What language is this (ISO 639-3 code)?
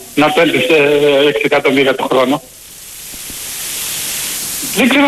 ell